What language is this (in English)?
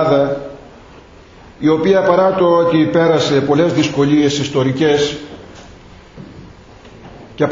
Greek